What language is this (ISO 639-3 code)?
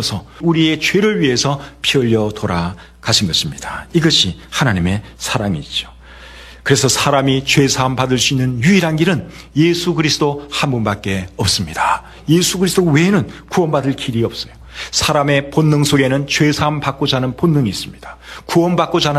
kor